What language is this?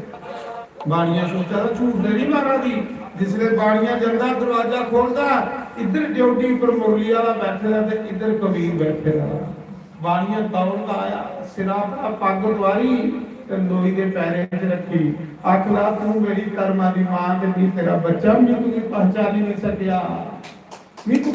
Dogri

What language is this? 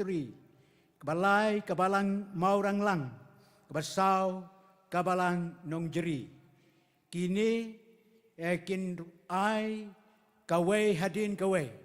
Khasi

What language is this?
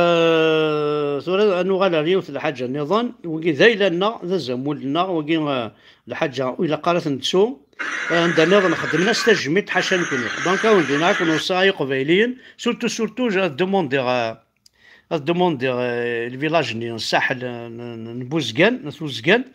Kabyle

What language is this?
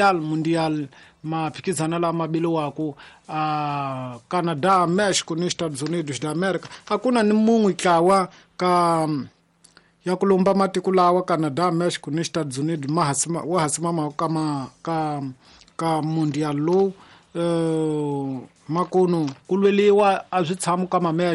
Tsonga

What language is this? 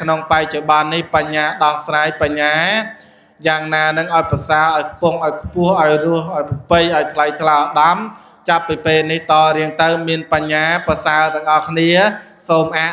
Khmer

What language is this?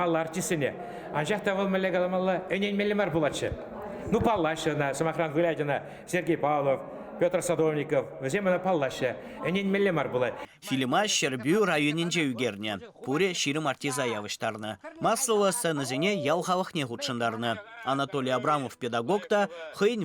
Chuvash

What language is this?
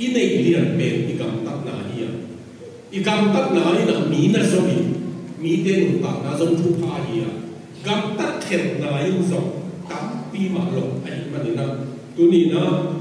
Tedim Chin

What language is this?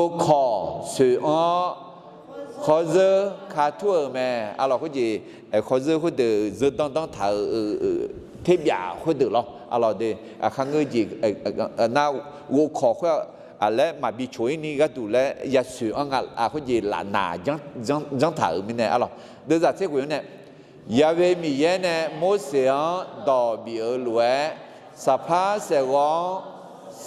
Akha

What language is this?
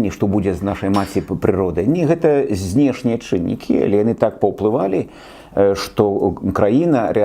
Belarusian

